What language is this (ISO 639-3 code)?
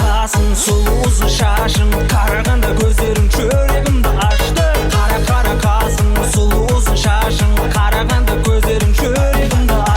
kaa